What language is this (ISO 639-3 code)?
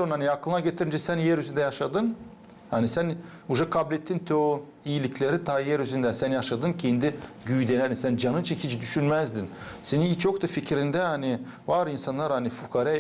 gag